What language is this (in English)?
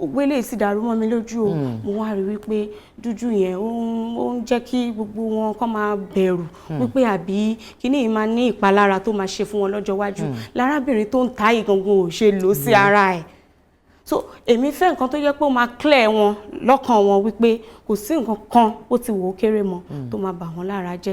Yoruba